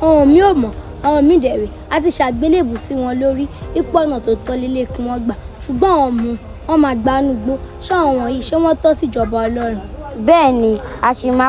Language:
Yoruba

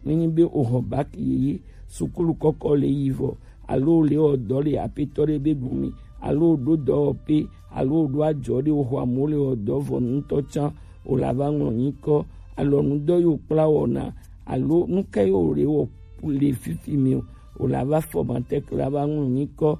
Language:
Gen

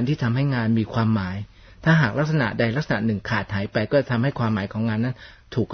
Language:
Thai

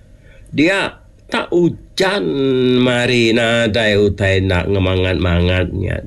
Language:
Iban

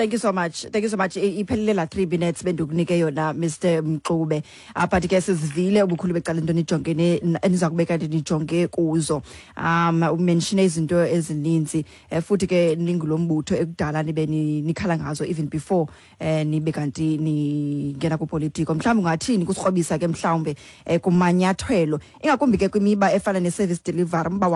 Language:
Xhosa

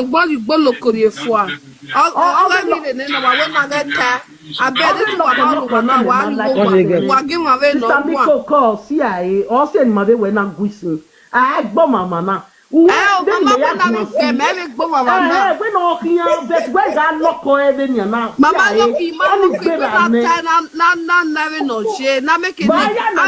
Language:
Nigerian Pidgin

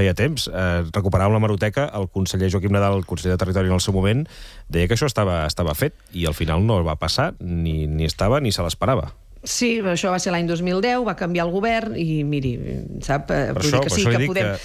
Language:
Catalan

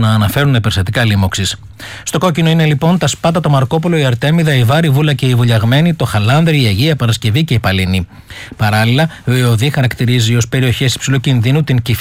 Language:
Greek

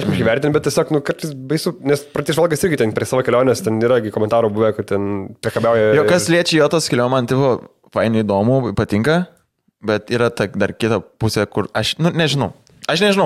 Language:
Lithuanian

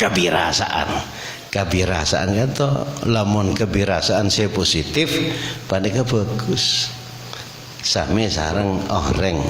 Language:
Madurese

